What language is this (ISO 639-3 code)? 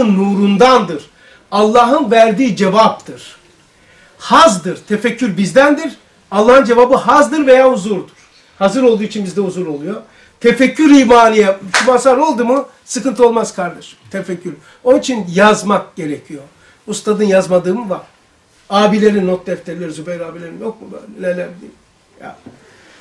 tur